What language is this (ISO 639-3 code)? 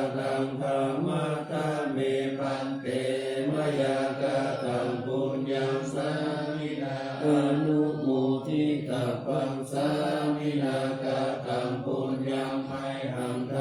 pli